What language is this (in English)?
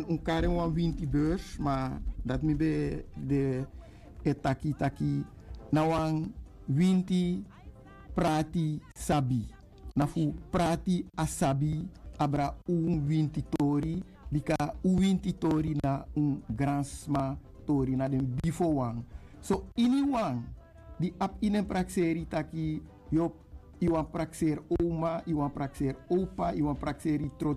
Sranan Tongo